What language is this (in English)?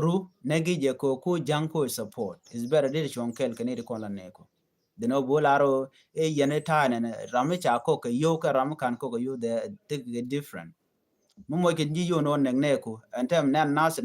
Nuer